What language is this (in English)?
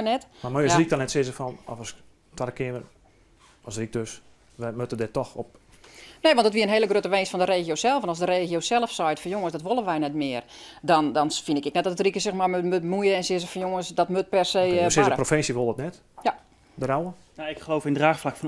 Western Frisian